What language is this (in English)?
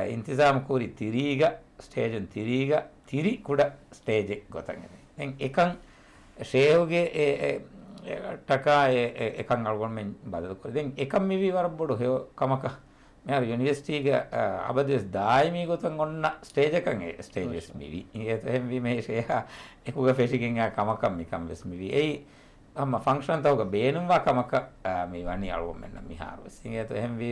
Divehi